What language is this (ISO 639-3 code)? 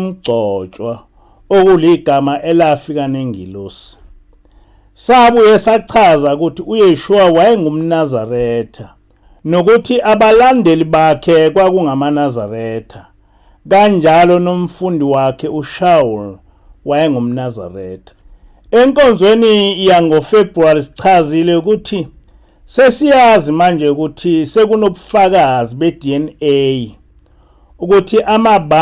zul